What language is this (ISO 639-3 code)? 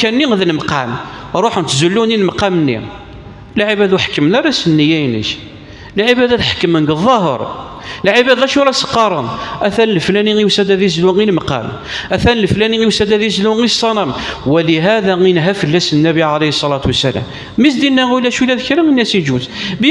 kab